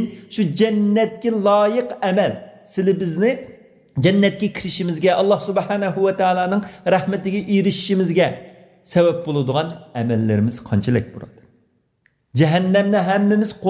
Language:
Uyghur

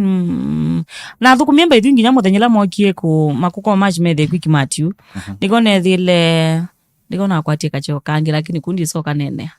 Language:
Kamba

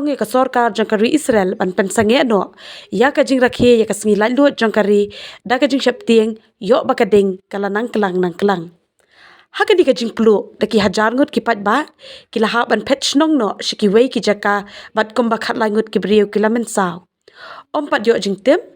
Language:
Khasi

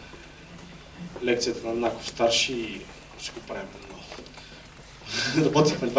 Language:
Bulgarian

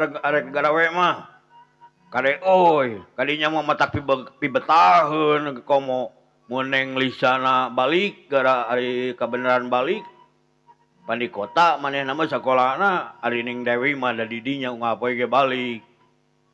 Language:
Sundanese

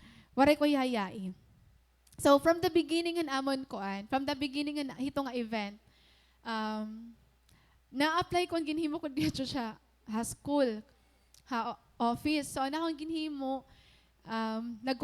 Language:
Waray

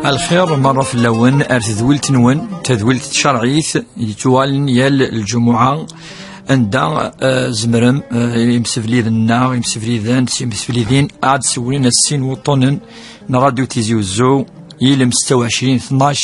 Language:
Kabyle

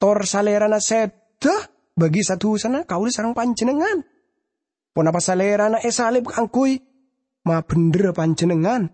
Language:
Madurese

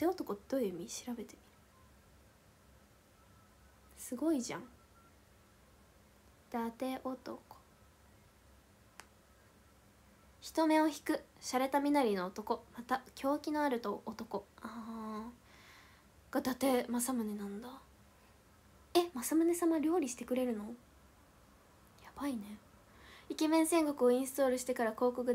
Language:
Japanese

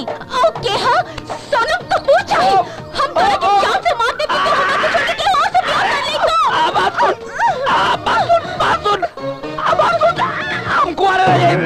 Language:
Bhojpuri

